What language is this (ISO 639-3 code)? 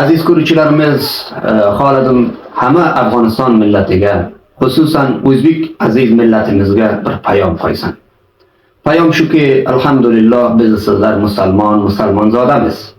uzb